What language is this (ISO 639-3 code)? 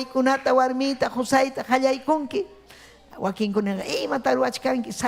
quy